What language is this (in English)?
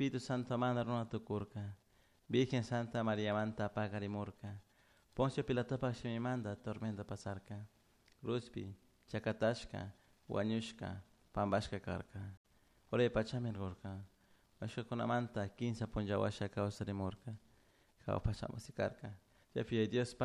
Chimborazo Highland Quichua